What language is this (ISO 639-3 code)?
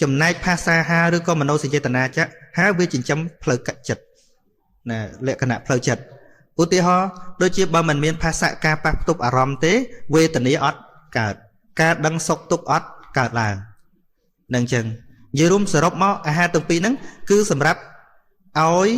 khm